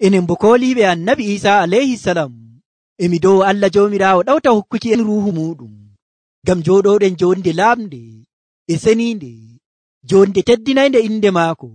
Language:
Nigerian Fulfulde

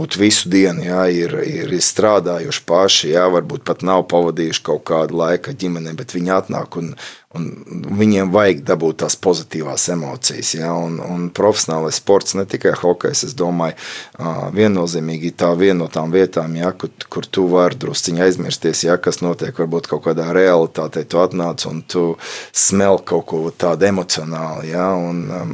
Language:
Latvian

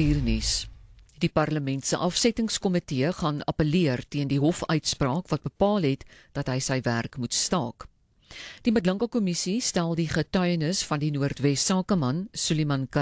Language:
Afrikaans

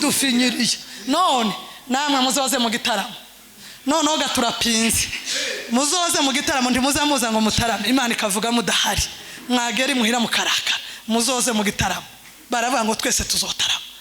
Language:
Kinyarwanda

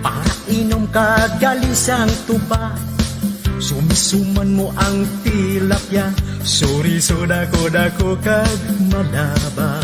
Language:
Hiligaynon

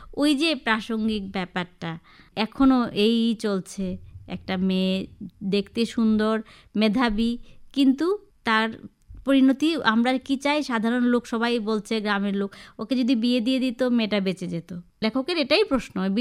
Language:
Bangla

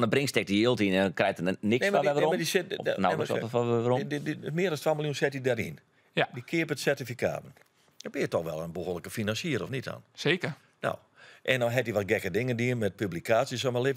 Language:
Western Frisian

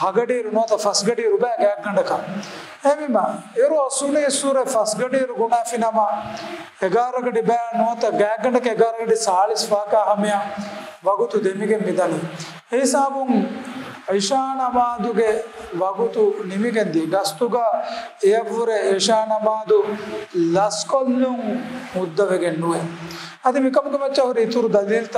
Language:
Divehi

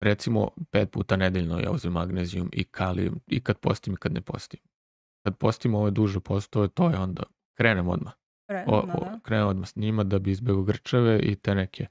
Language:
Serbian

